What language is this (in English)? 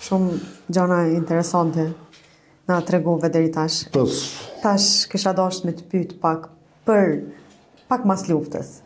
Albanian